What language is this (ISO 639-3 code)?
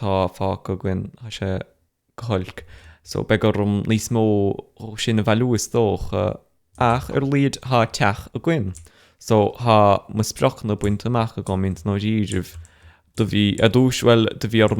gle